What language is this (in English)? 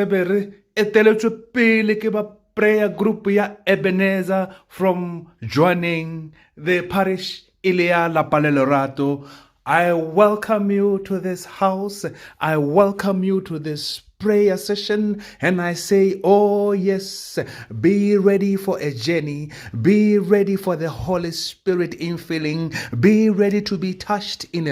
Tswana